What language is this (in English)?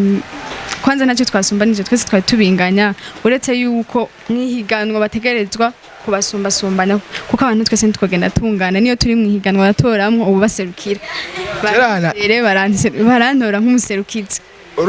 Rundi